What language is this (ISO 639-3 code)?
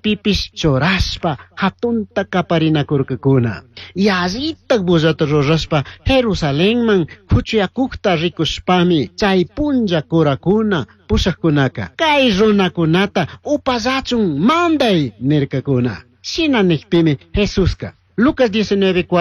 qug